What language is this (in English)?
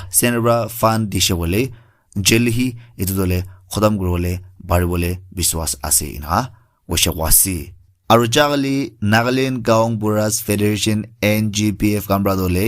Naga Pidgin